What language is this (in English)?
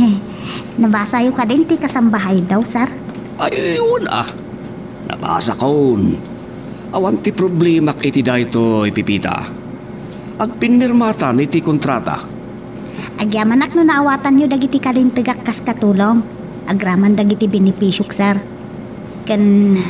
Iloko